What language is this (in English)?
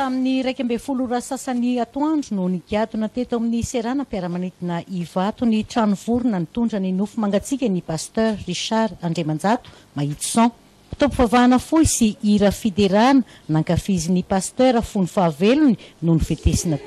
Malagasy